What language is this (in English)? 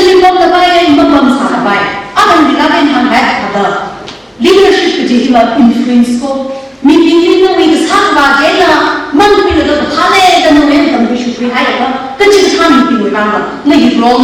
Tangkhul Naga (India)